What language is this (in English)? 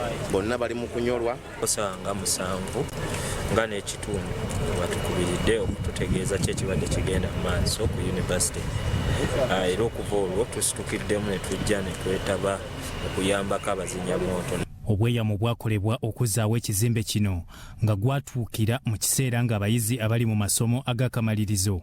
Ganda